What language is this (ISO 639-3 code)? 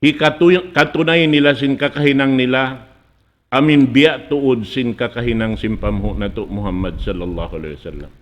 tsg